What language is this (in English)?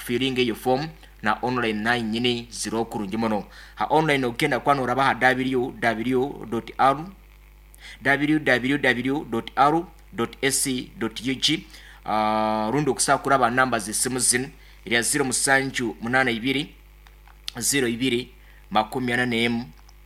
Nyoro